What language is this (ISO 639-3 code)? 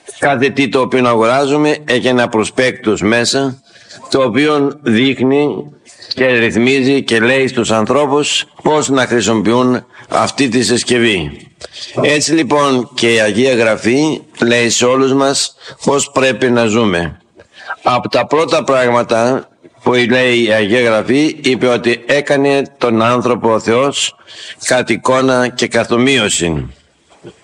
ell